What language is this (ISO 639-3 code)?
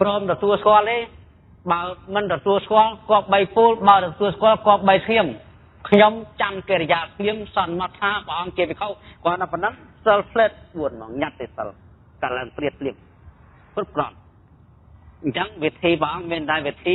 khm